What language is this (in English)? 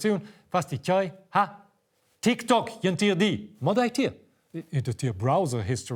Romansh